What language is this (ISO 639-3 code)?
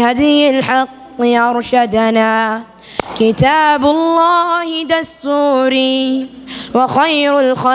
ara